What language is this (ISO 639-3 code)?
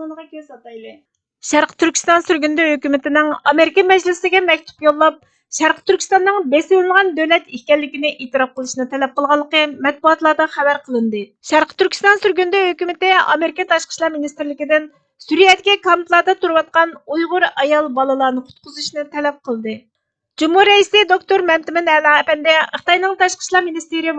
uig